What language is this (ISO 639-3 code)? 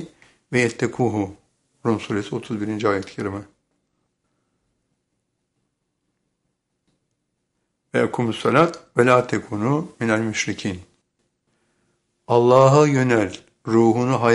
tur